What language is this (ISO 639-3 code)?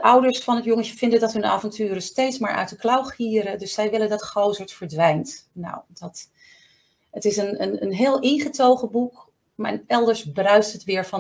nld